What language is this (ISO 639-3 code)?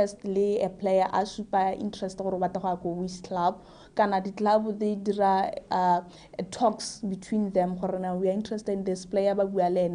tsn